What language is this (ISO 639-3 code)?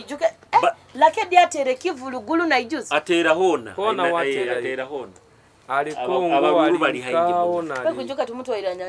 nyo